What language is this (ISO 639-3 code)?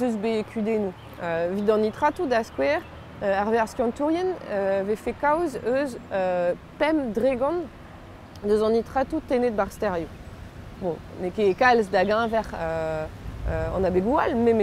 bre